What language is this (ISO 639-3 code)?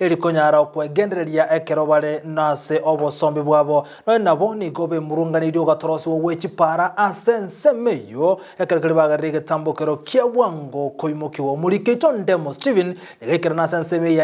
guz